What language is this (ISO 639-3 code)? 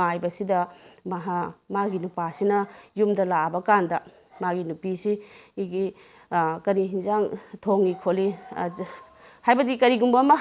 mni